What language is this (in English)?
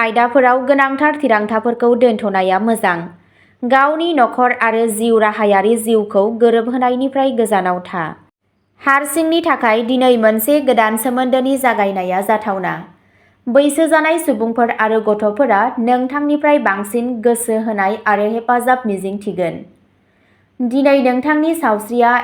Bodo